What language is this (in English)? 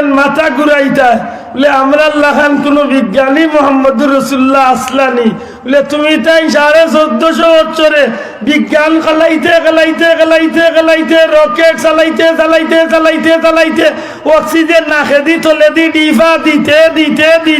Sylheti